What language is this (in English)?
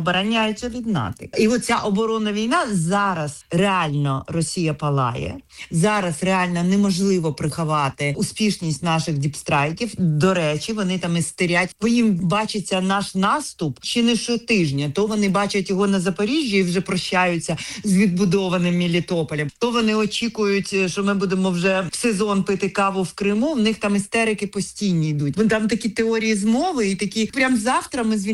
Ukrainian